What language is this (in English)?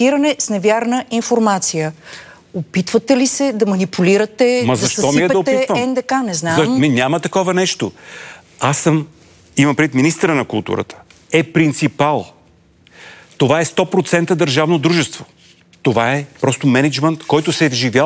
Bulgarian